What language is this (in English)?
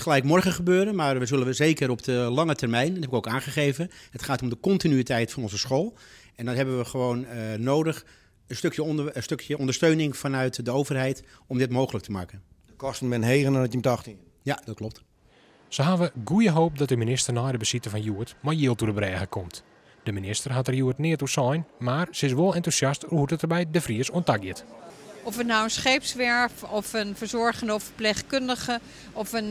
Western Frisian